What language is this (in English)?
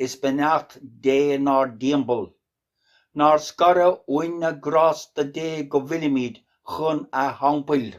Irish